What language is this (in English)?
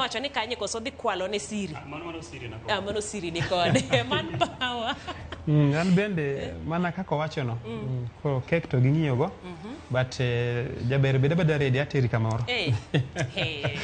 Luo (Kenya and Tanzania)